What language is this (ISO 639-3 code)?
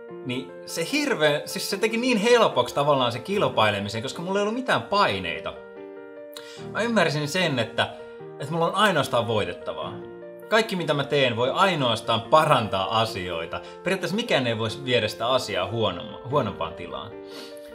fin